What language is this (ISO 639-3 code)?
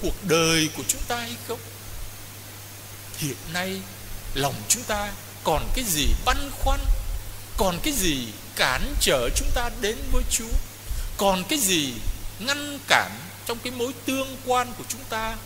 vie